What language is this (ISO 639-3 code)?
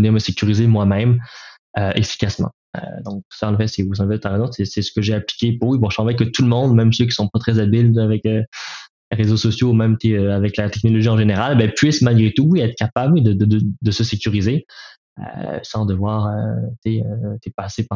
fra